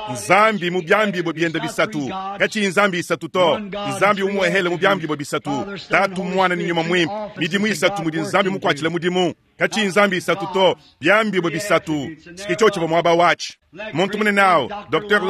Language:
Luba-Lulua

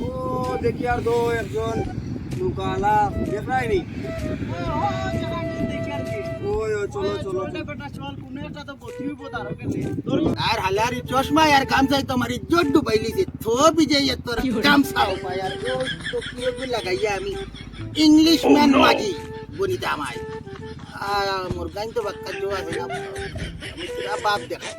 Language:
Sylheti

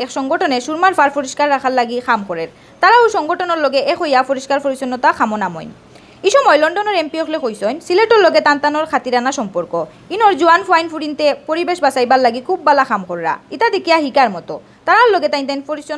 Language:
Sylheti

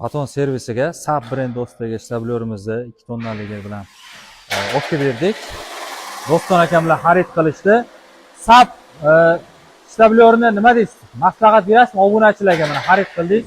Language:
Uzbek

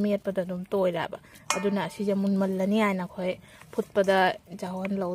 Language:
Manipuri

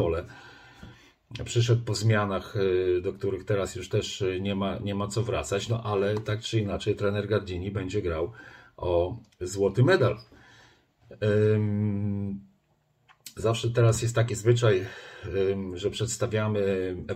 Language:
Polish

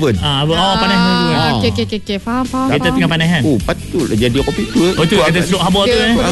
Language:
Malay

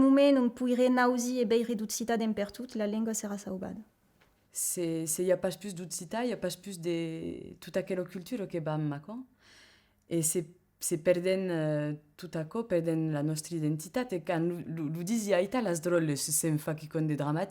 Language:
Occitan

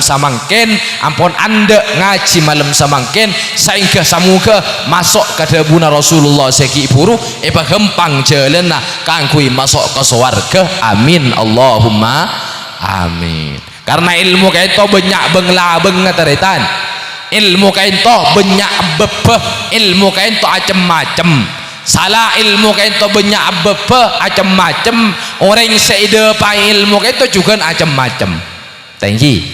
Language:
Madurese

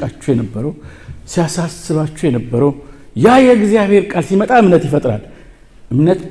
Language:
Amharic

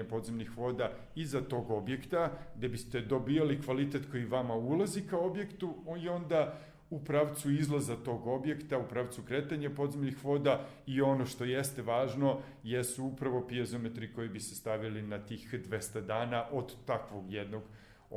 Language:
Serbian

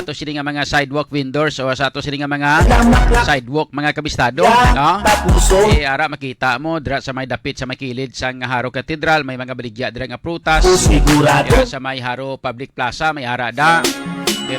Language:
Hiligaynon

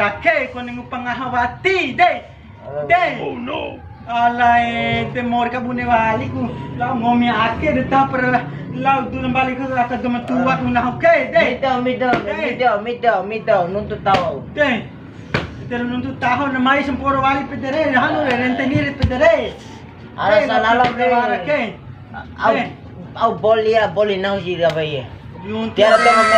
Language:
Bima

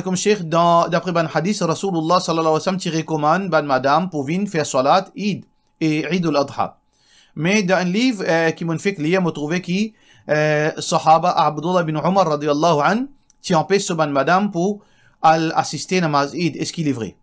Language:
Morisyen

